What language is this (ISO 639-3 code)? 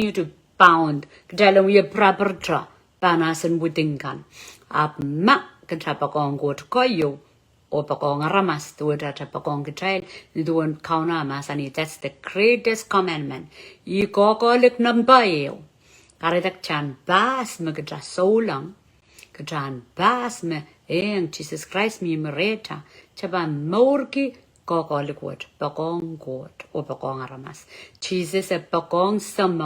pon